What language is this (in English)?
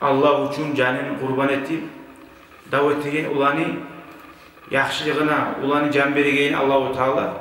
Kumyk